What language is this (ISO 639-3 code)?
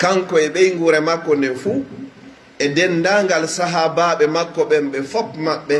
fuf